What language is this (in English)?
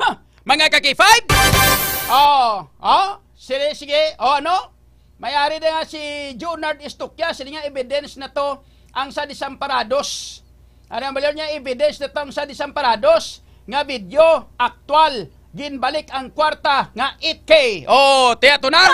Hiligaynon